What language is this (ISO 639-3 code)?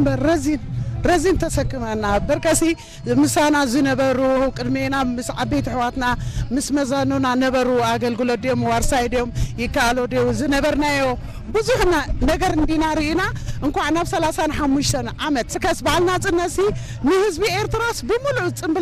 tir